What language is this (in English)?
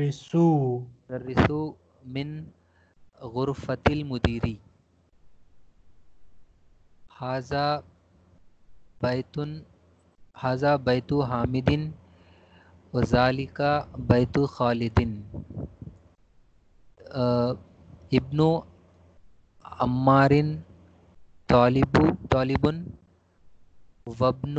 Urdu